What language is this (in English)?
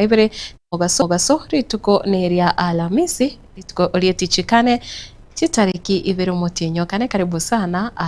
Gusii